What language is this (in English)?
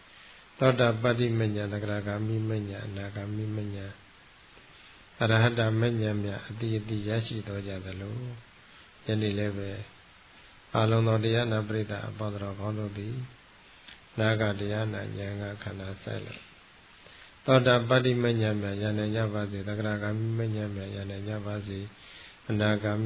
Burmese